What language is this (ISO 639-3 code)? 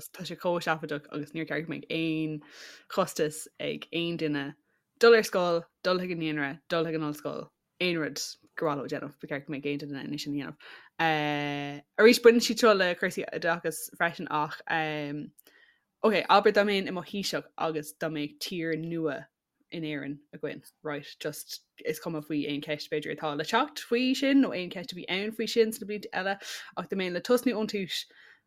gle